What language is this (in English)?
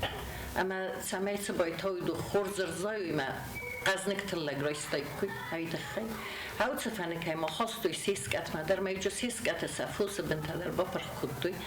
Ossetic